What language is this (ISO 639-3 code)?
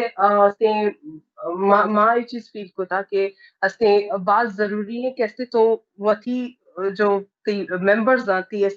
bal